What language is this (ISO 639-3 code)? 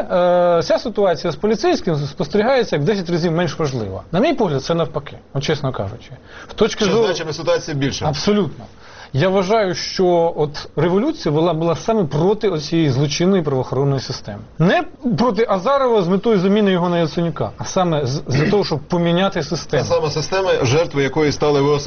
ukr